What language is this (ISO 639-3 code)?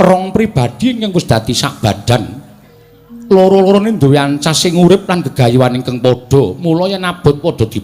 jav